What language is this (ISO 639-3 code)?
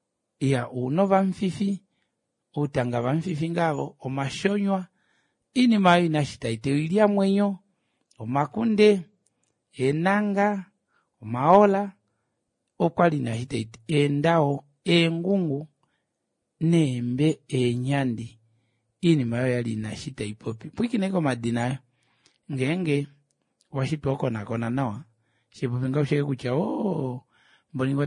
kua